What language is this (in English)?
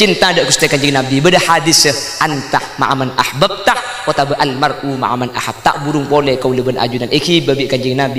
Madurese